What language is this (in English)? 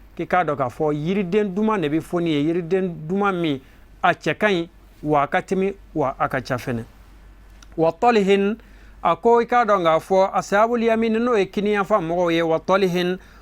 Bambara